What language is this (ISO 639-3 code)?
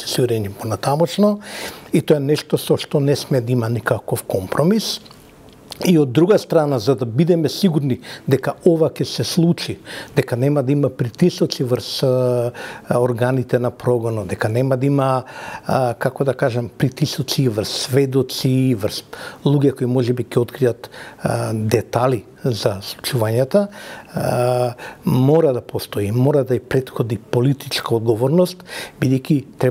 mkd